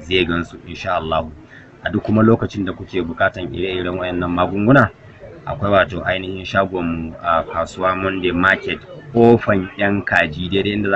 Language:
Hausa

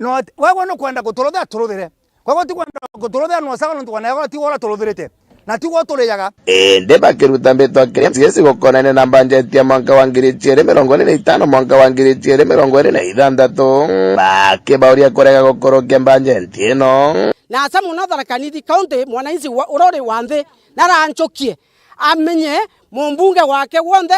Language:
Meru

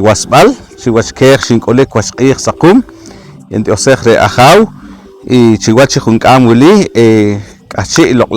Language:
Poqomchi'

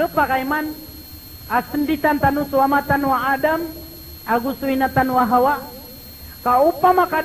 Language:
Maranao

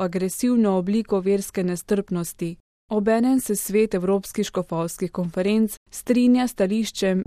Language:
Slovenian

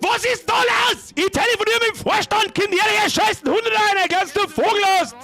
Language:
Bavarian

